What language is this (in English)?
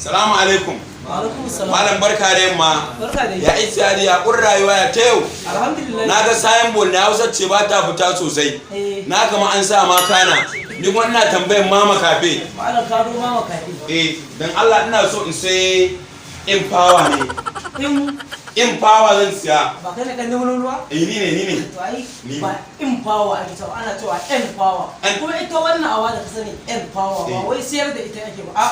Hausa